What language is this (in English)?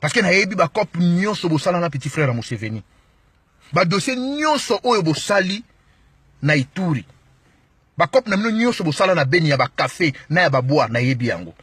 Lingala